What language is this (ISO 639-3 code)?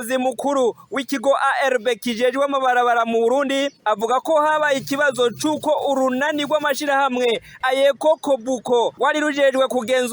run